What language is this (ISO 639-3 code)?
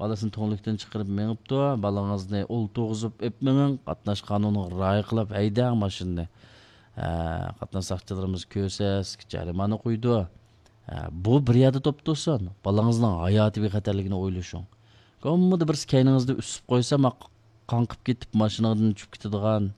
uig